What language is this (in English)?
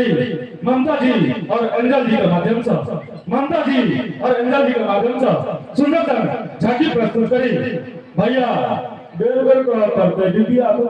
Maithili